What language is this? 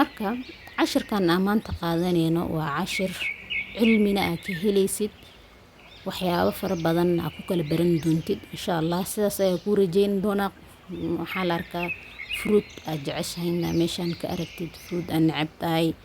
Somali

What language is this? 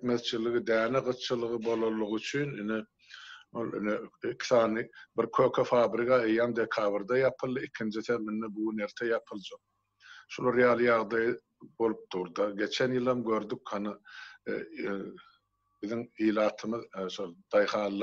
Turkmen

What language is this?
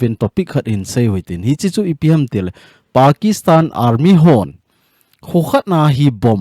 Thado Chin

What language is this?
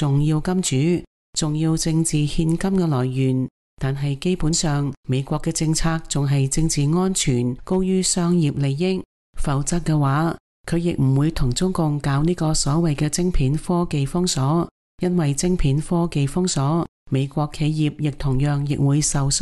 Cantonese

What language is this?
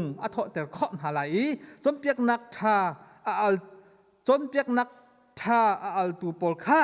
Hakha Chin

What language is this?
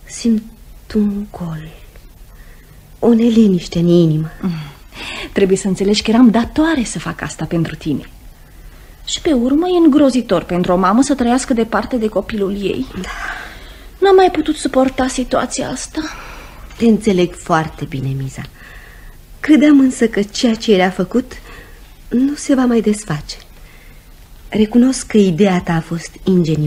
Romanian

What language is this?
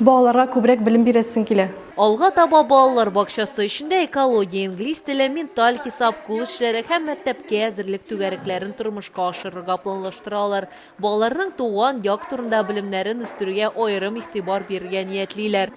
Tatar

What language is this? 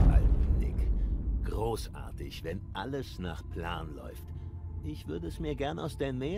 German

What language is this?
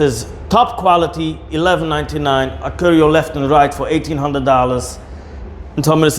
Yiddish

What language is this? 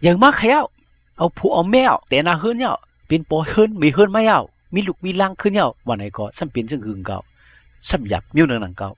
Shan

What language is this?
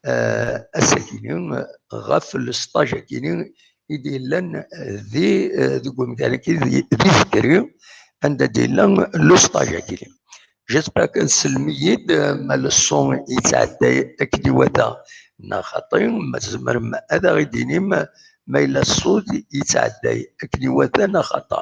Kabyle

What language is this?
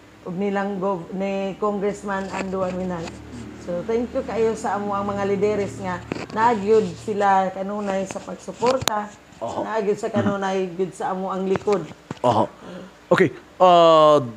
Cebuano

